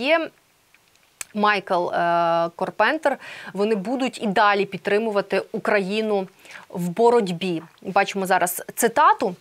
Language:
Ukrainian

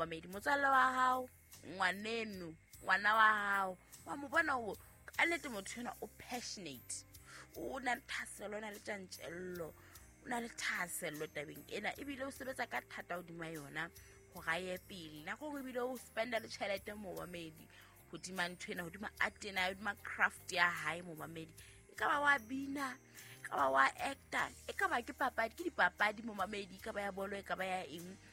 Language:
Southern Sotho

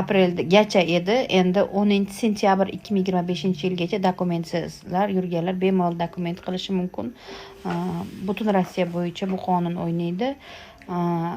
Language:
Uzbek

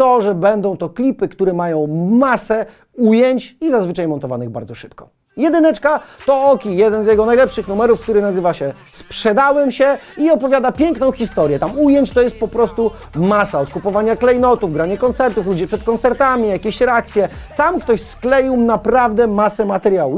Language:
Polish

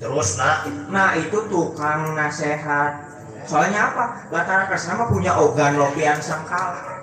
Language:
Betawi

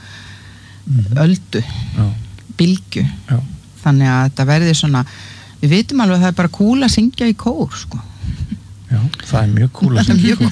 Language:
Icelandic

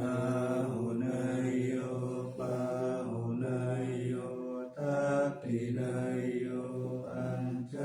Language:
Pali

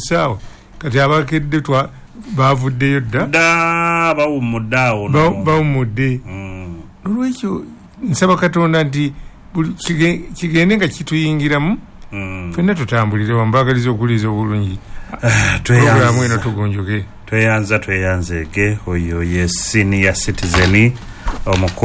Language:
Ganda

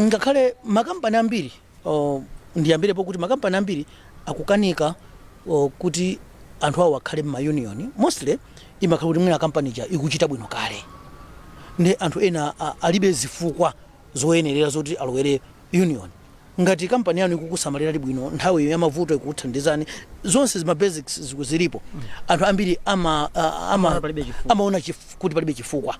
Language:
Nyanja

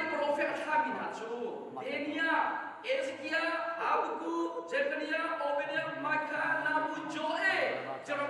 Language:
Hakha Chin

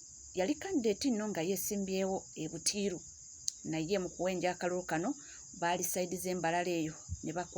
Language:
Ganda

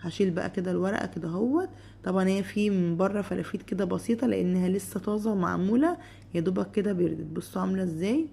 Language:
Egyptian Arabic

